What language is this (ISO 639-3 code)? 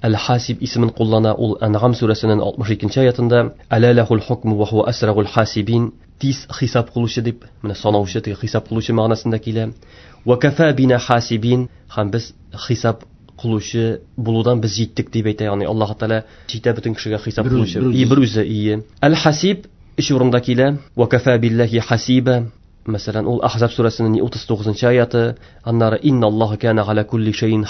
tat